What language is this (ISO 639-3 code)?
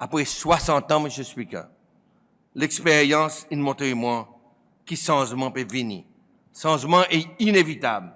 crs